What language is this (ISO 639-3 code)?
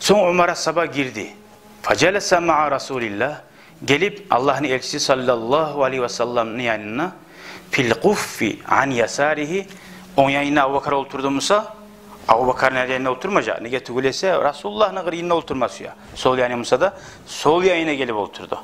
kum